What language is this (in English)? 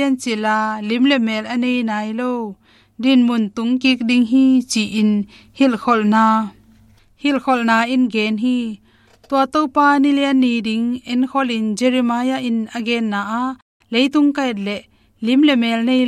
Tedim Chin